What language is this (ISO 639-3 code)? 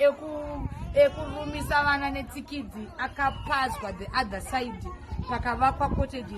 sna